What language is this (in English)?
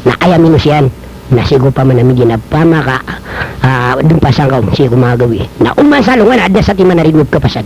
Maranao